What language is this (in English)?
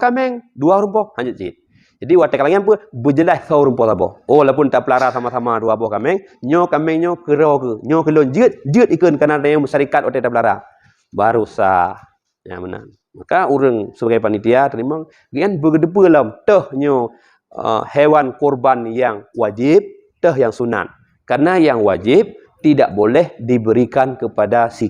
Achinese